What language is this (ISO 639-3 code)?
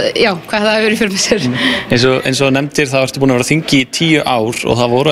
isl